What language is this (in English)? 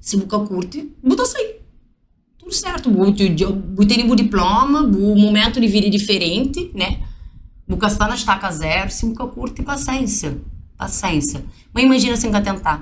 Kabuverdianu